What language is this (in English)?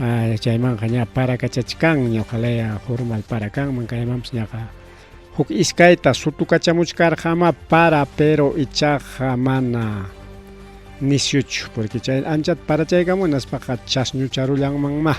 Ayacucho Quechua